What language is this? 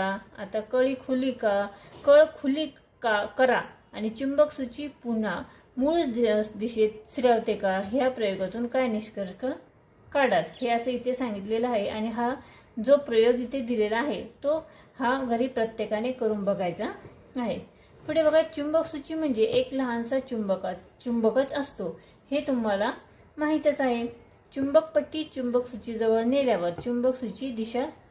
Marathi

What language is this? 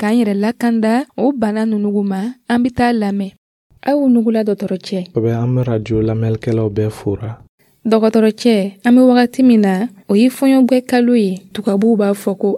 Dyula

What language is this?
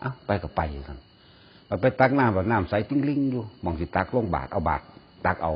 Northeastern Thai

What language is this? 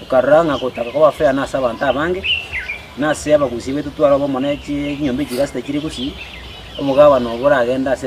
Gusii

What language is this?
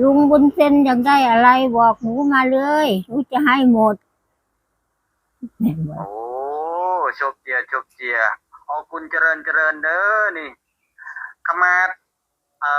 Lao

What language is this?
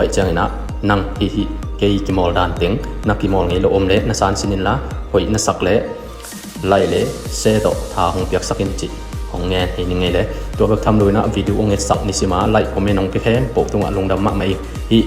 Tedim Chin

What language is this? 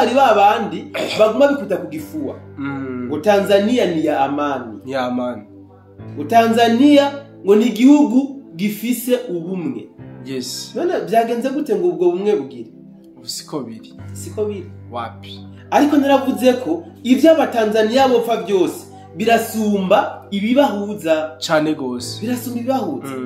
Rundi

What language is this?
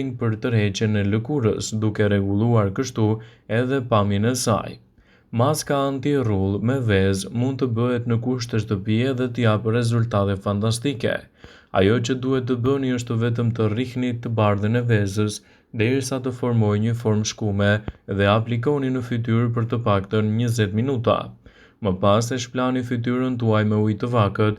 Albanian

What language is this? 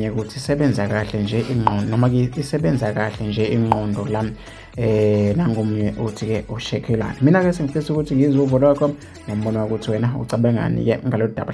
Zulu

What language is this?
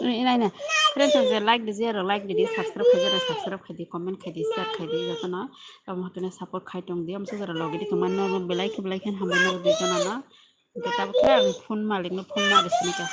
Kok Borok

